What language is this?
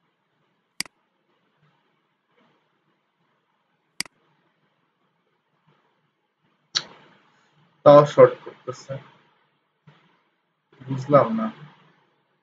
Bangla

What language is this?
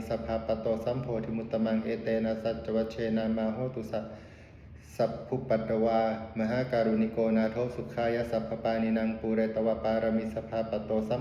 Pali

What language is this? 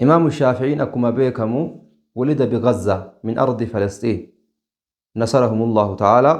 Oromo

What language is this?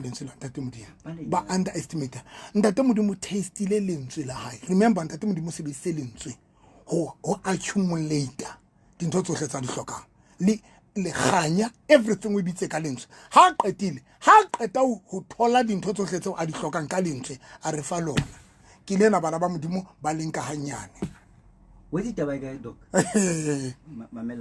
Southern Sotho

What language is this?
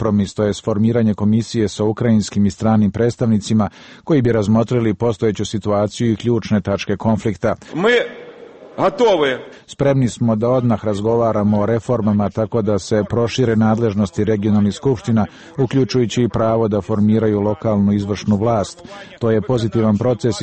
Serbian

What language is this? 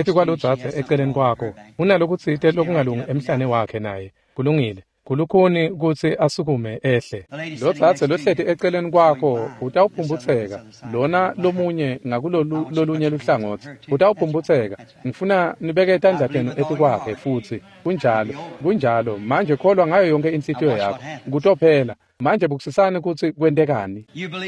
Swati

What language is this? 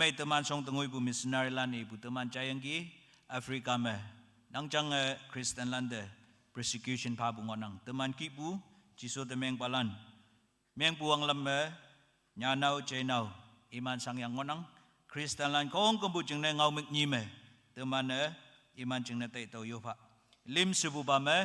Konyak Naga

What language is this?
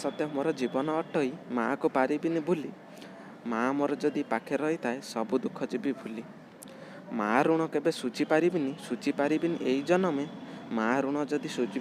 Odia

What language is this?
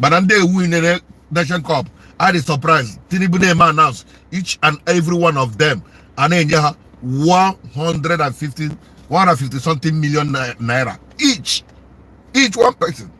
Igbo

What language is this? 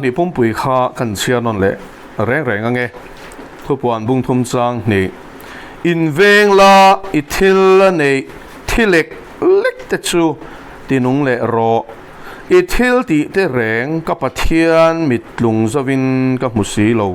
Mizo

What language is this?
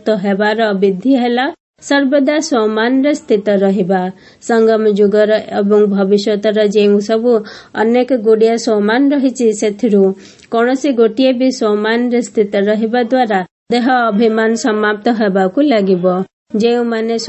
Odia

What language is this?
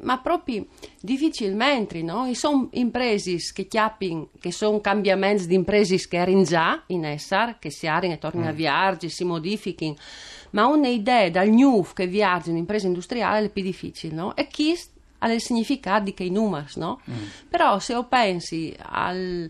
Friulian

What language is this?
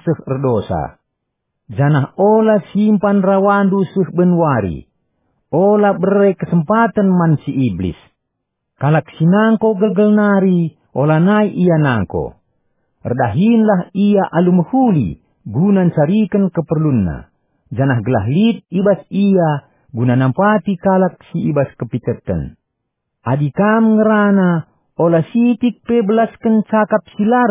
Batak Karo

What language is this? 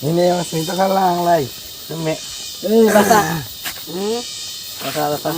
Kok Borok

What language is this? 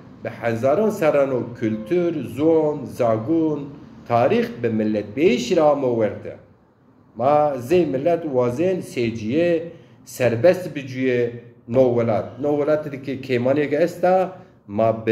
Zaza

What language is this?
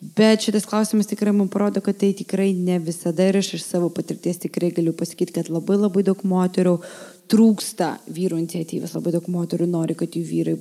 Lithuanian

